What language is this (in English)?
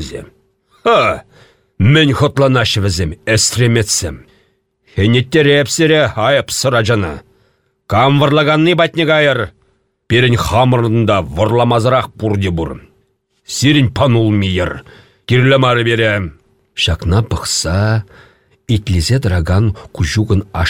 Chuvash